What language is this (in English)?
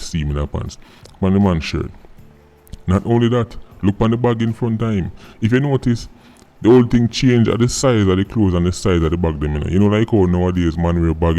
Jamaican Creole English